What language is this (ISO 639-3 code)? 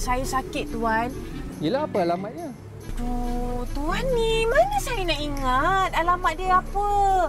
msa